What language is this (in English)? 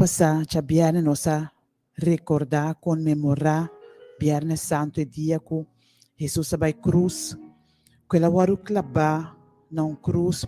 Papiamento